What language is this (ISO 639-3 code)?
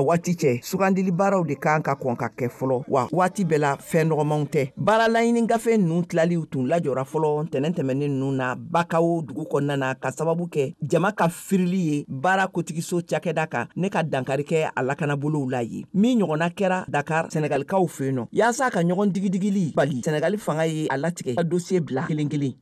bam